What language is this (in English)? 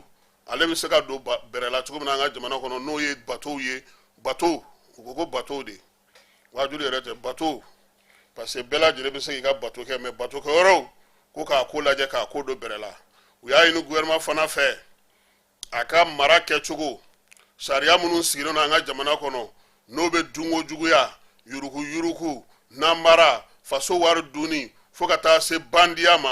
Bambara